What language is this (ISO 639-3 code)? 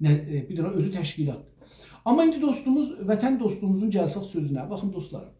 azb